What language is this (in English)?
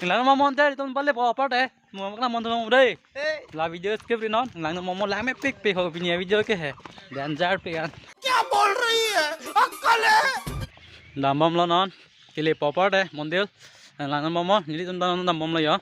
Karbi